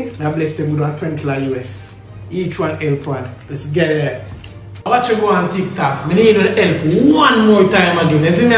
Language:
Jamaican Creole English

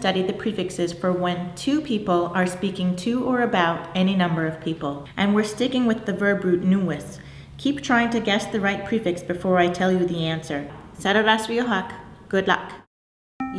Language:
Mohawk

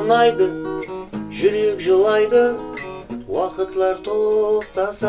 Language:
Kara-Kalpak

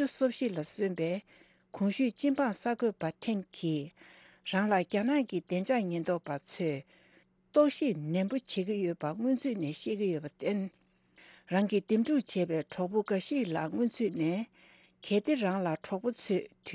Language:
Tibetan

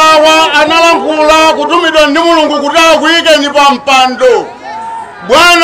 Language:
Nyanja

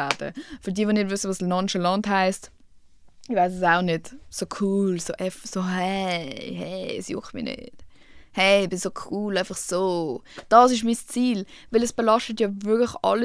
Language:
Swiss German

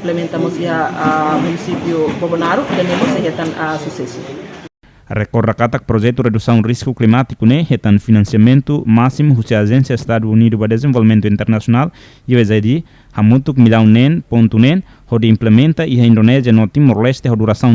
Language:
Tetum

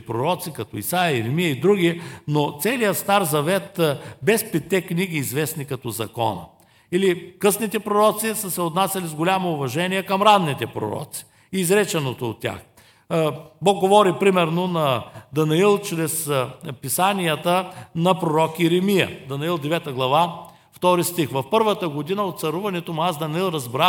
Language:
Bulgarian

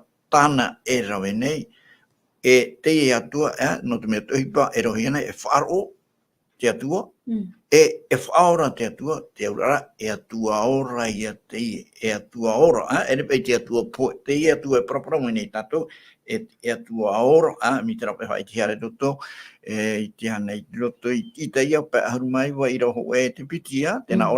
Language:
Tahitian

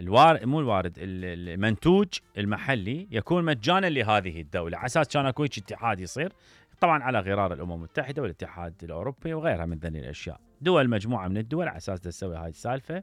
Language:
Mesopotamian Arabic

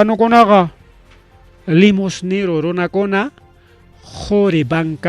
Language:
Ayacucho Quechua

